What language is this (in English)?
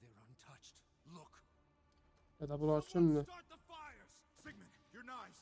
South Azerbaijani